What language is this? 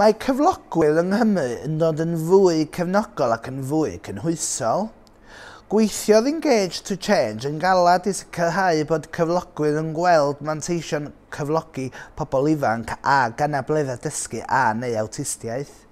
Welsh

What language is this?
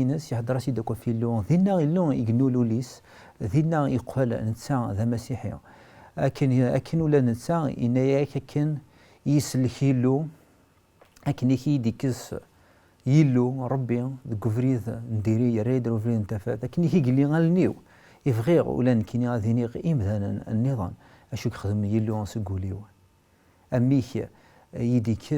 Kabyle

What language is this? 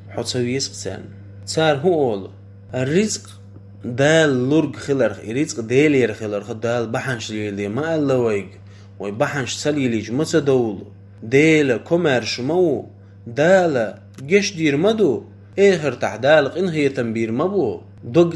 Chechen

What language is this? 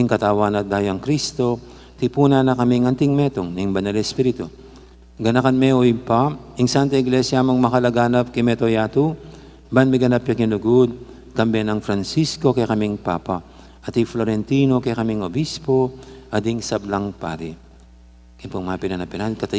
Pampanga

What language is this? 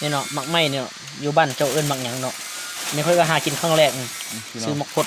Lao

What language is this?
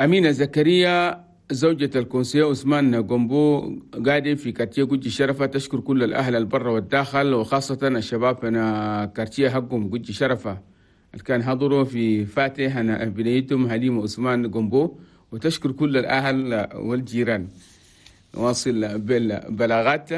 Chadian Arabic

